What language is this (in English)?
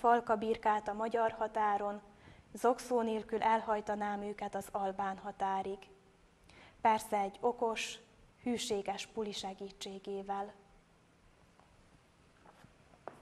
Hungarian